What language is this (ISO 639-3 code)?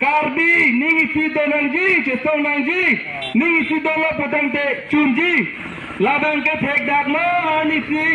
mjw